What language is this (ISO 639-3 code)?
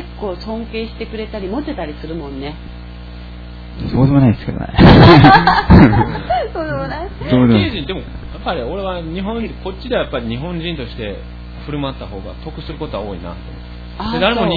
jpn